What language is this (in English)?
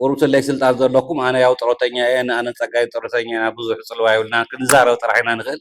Tigrinya